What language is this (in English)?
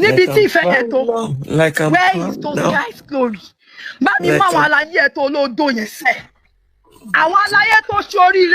Yoruba